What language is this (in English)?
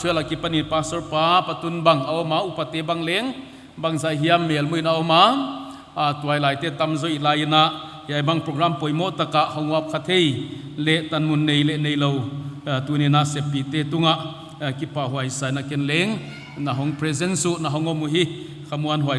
Paite Chin